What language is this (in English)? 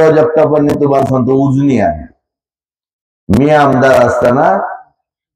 Marathi